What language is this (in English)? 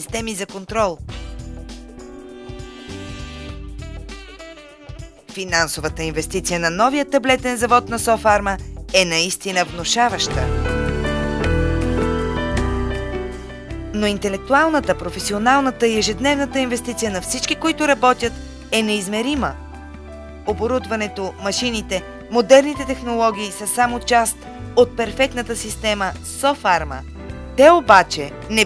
Bulgarian